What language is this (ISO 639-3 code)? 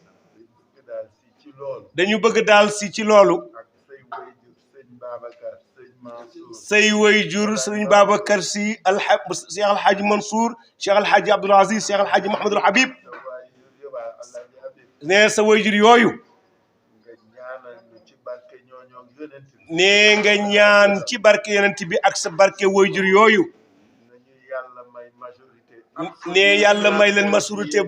wol